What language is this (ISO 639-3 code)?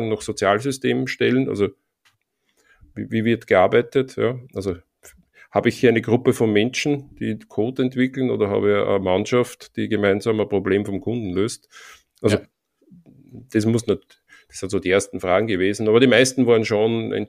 deu